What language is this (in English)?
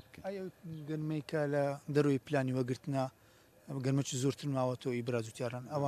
Central Kurdish